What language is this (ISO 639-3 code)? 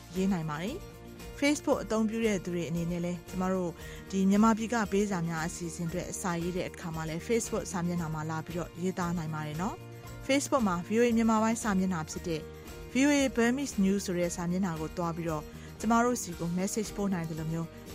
mya